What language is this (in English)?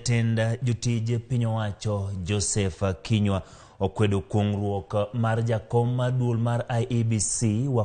Luo (Kenya and Tanzania)